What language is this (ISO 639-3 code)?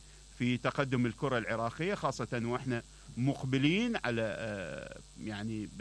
acm